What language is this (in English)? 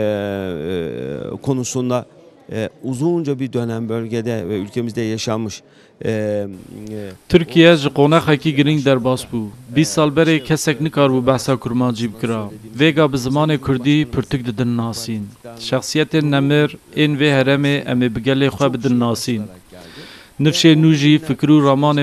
Kurdish